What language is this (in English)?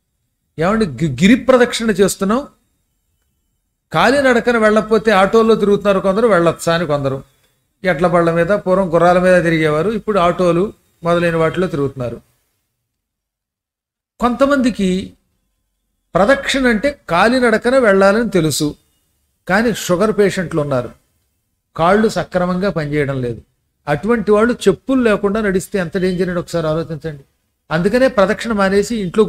Telugu